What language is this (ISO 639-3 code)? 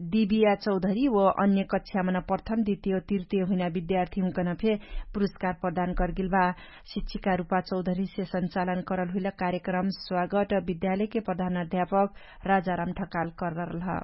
thl